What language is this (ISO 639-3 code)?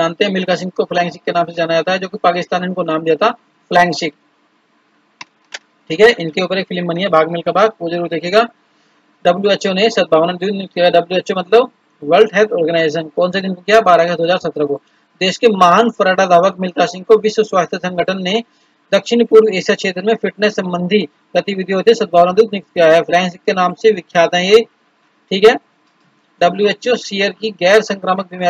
hin